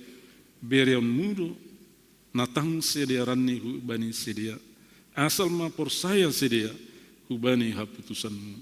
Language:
Batak Simalungun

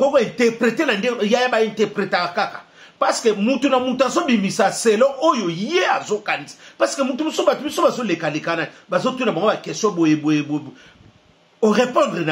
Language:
Lingala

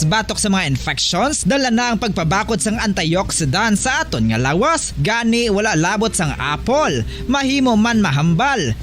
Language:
Hiligaynon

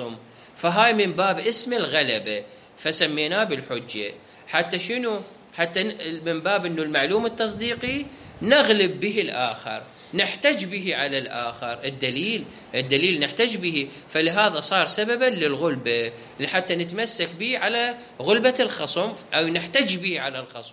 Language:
Mesopotamian Arabic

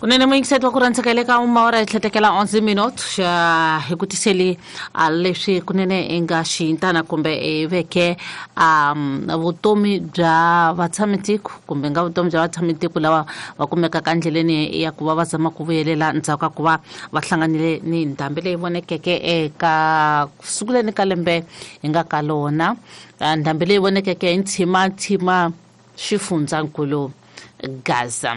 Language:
Tsonga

